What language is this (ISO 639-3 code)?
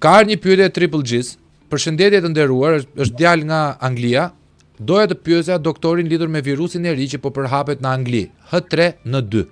sqi